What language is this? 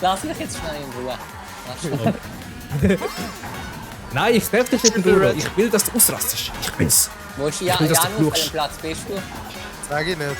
Swiss German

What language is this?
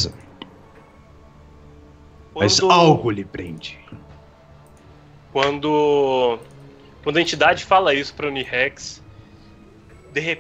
Portuguese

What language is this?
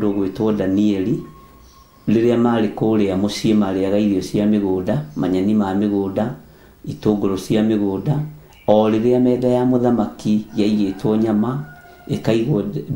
Kikuyu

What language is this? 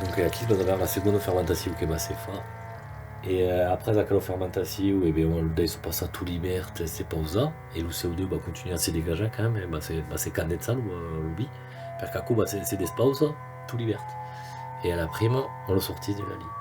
Occitan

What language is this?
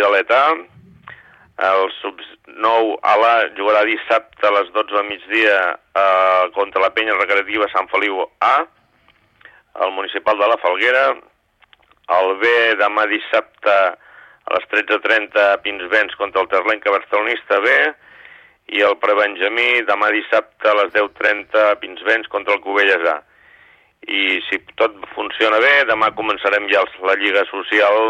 Catalan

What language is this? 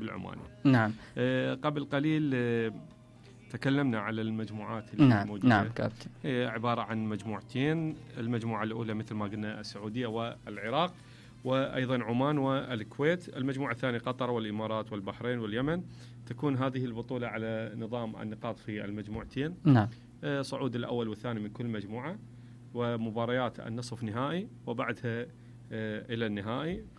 Mesopotamian Arabic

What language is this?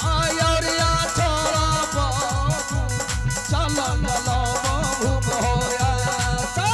Maithili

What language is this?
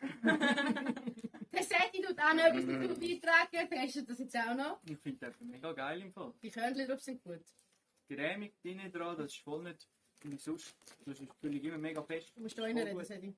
Swiss German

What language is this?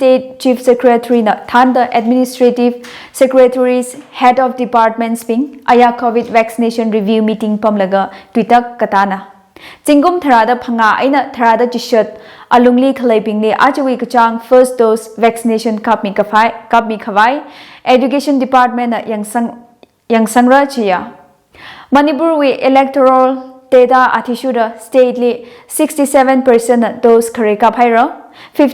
Tangkhul Naga (India)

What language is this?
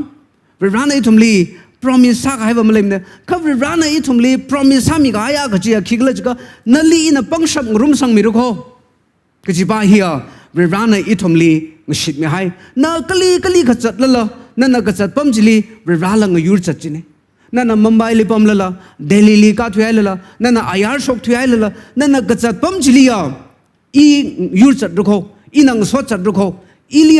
Tangkhul Naga (India)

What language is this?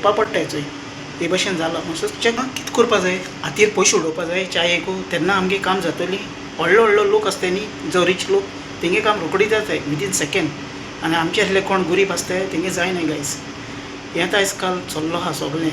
Konkani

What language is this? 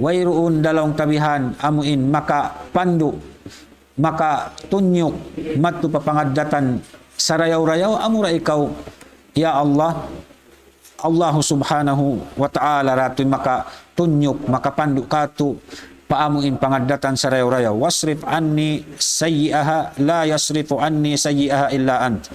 Tausug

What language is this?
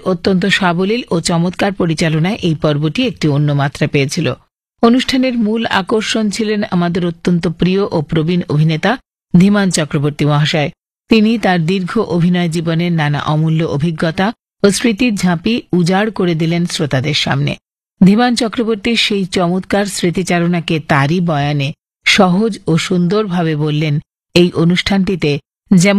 Bangla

